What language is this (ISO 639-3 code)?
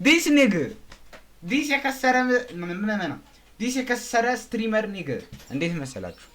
amh